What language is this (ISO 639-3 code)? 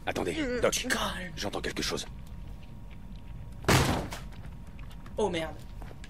fra